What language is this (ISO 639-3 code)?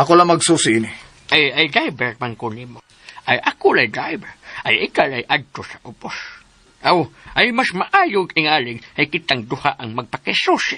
ceb